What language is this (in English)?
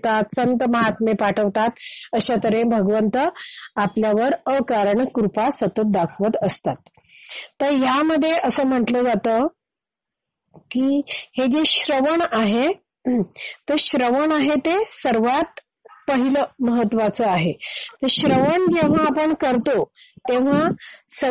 Marathi